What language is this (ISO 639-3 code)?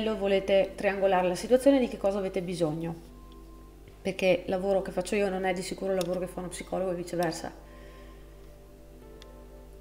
ita